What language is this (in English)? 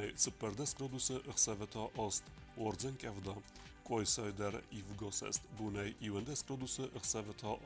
Ossetic